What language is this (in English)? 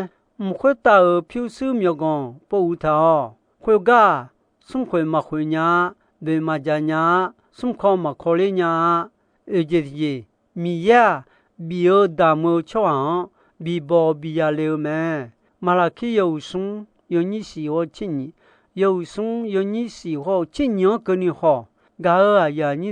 Akha